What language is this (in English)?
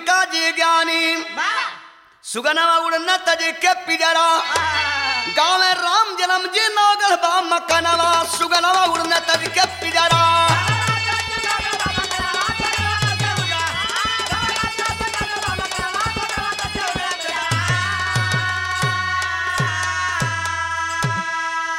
Bhojpuri